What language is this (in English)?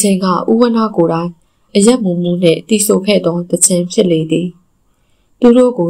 Burmese